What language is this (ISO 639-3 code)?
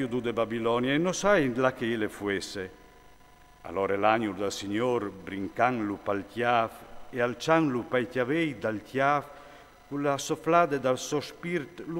fur